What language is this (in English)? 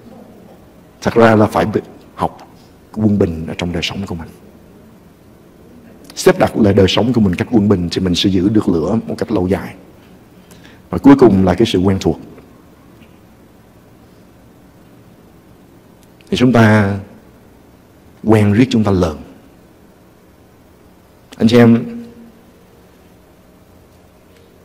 Vietnamese